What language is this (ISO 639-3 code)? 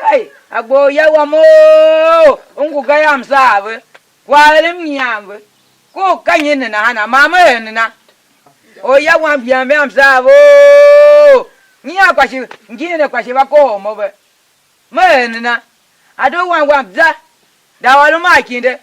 tiv